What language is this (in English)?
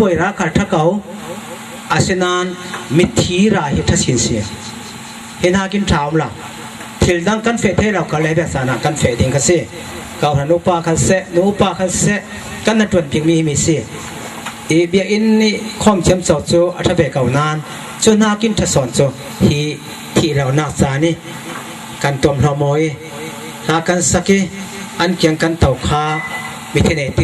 Falam Chin